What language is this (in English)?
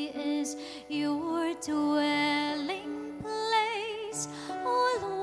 Pampanga